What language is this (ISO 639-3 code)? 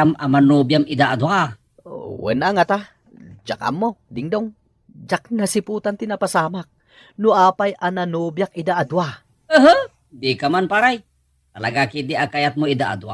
ilo